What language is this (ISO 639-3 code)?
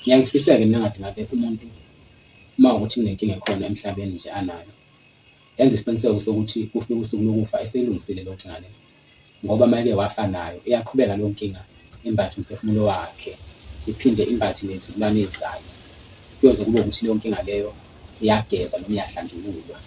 zul